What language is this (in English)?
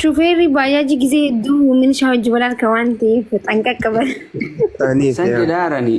Oromo